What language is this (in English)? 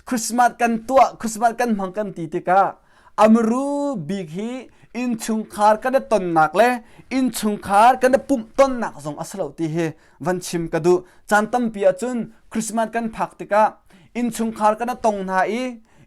Hakha Chin